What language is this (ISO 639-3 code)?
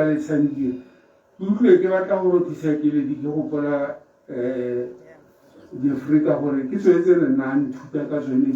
tsn